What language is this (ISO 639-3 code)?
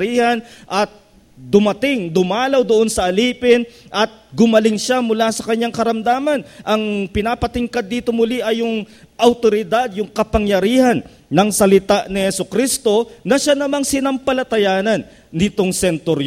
fil